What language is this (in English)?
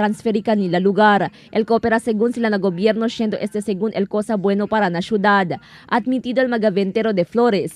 Chavacano